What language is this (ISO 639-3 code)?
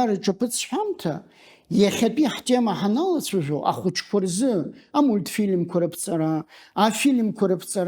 abk